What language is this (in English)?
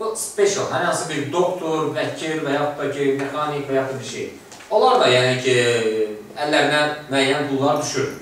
Azerbaijani